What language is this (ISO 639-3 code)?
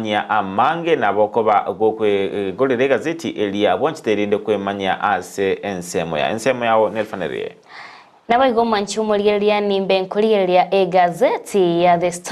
guz